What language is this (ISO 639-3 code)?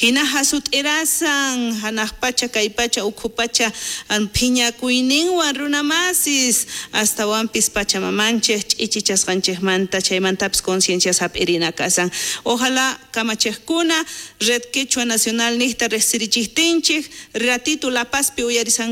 quh